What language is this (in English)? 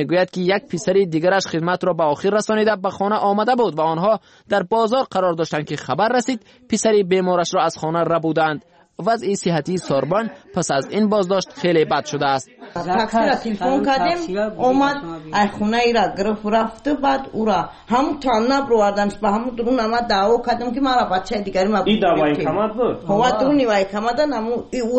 Persian